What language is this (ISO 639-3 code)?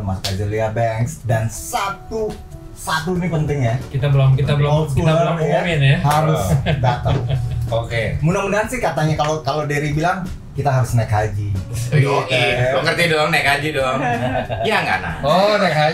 ind